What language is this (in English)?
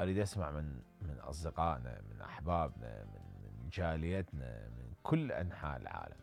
Mesopotamian Arabic